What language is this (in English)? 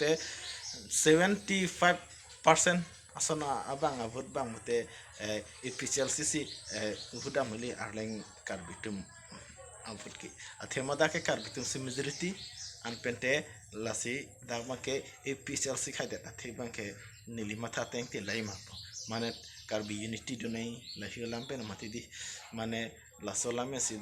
Karbi